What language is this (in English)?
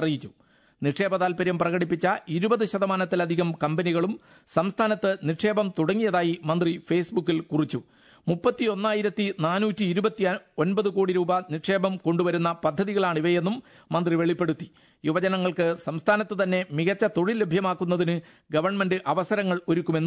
Malayalam